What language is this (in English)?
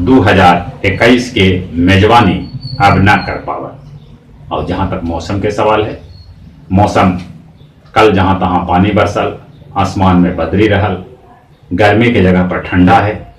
Magahi